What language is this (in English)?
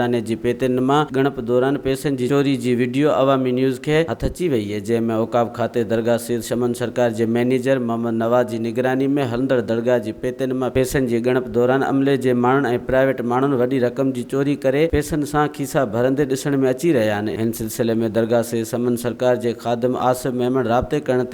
Sindhi